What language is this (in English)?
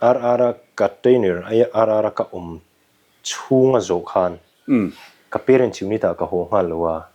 Mizo